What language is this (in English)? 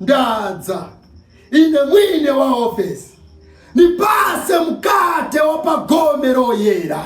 Nyanja